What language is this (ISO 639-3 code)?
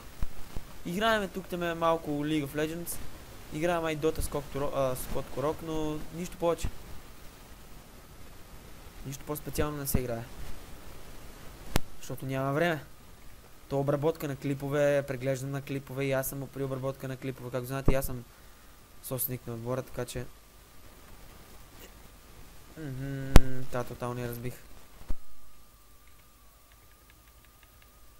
bul